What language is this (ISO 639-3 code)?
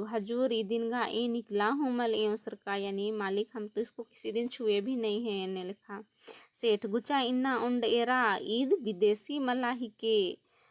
kru